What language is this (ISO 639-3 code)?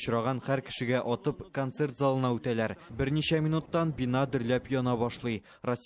tat